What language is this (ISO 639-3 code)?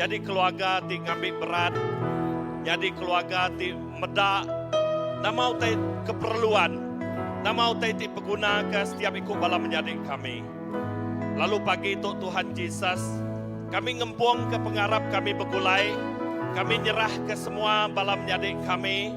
iba